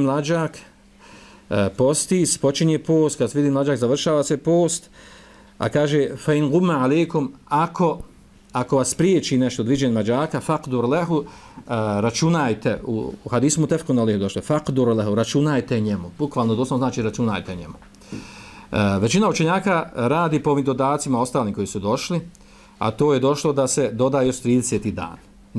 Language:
Bosnian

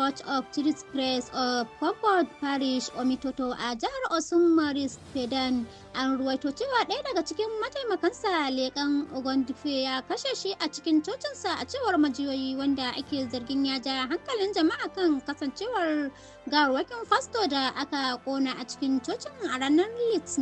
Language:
Hausa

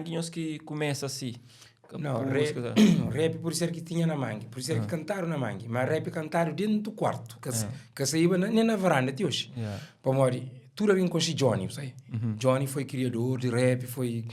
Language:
Kabuverdianu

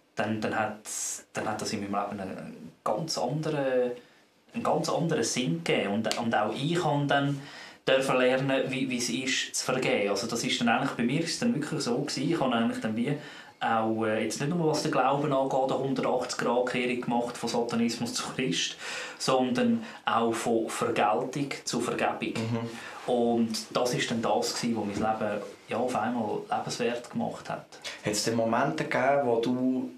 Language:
Swiss German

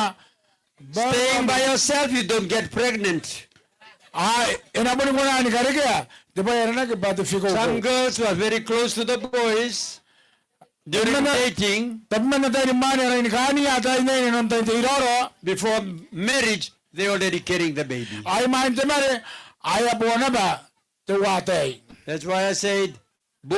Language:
Gilbertese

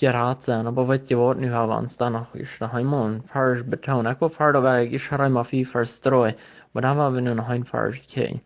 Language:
Plautdietsch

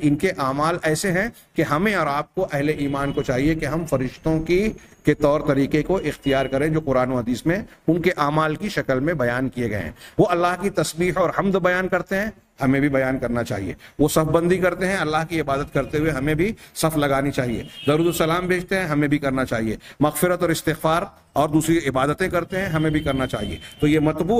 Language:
Urdu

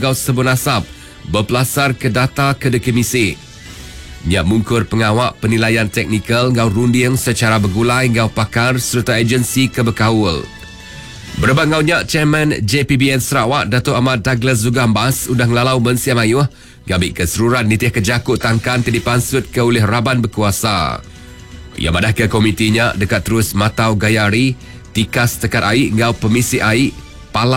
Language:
Iban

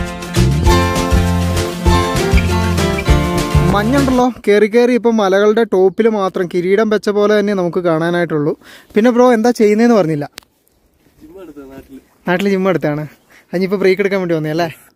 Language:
Malayalam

